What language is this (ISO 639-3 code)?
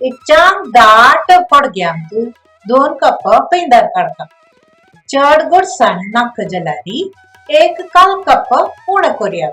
kok